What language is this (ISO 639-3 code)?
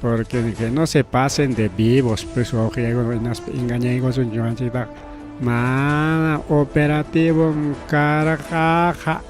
quy